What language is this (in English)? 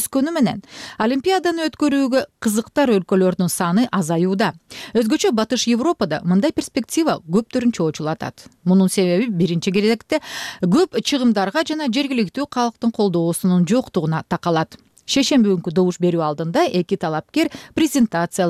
Kyrgyz